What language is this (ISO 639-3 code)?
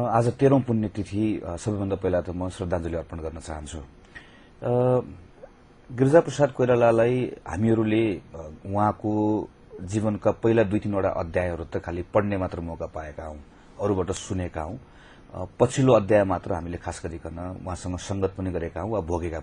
nep